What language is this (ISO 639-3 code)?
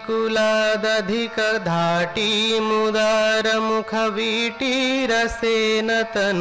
san